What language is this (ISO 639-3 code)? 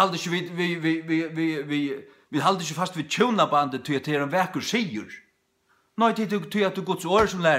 fao